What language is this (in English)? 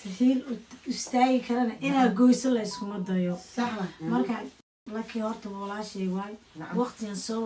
Somali